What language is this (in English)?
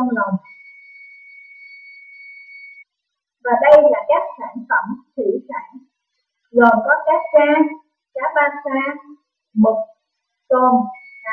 Vietnamese